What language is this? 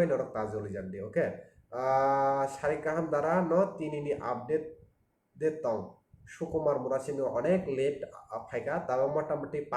Kok Borok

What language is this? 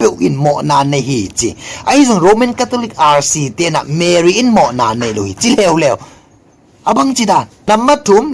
Tedim Chin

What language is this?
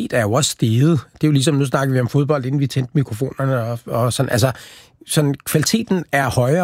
Danish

